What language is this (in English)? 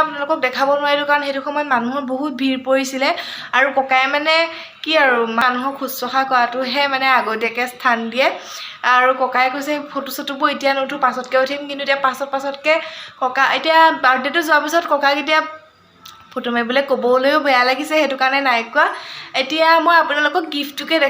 Assamese